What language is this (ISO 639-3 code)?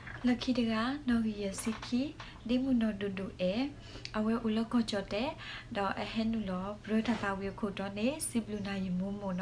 ksw